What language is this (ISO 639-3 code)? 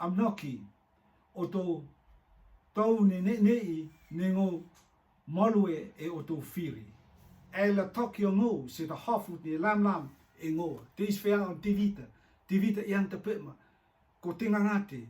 rtm